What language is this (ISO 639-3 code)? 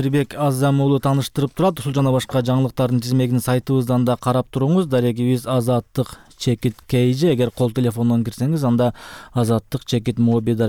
kir